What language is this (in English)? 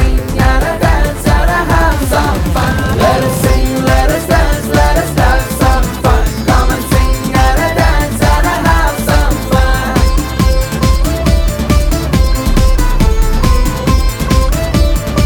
Telugu